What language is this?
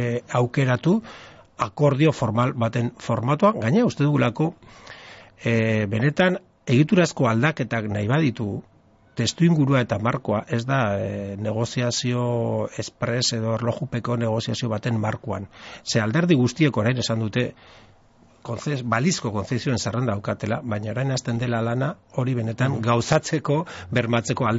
Basque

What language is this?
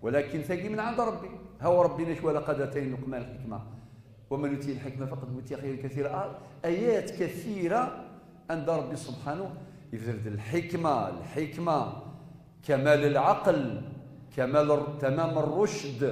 Kabyle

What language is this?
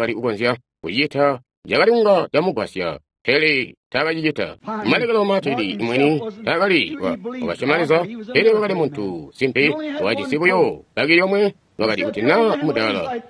Tonga (Zambia)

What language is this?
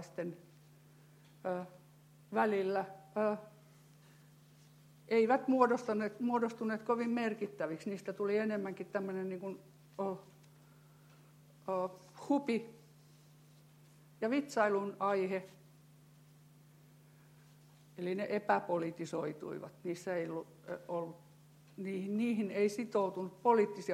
Finnish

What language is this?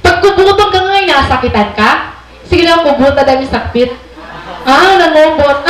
Waray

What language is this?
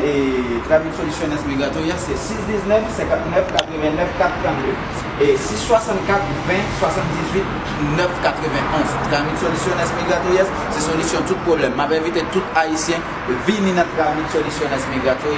Haitian Creole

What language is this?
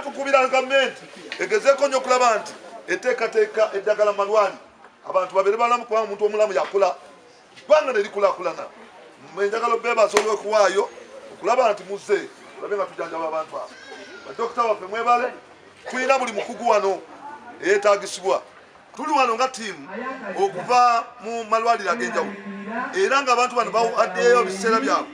Ganda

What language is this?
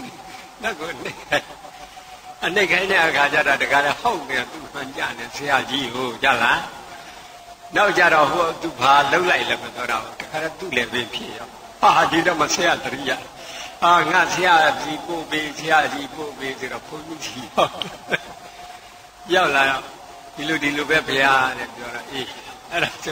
Burmese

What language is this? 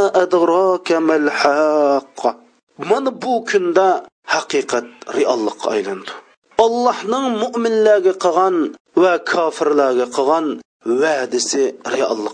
Uyghur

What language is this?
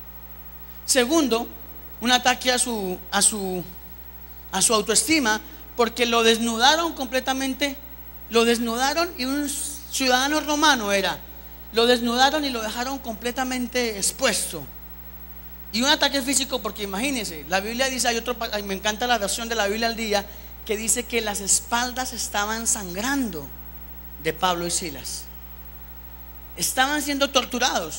Spanish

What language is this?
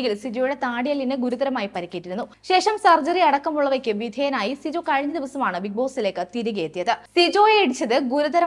Malayalam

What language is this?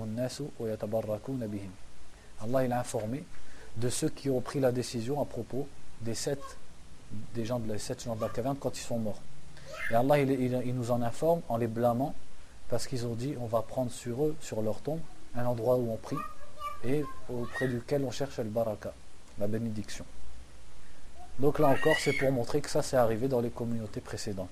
French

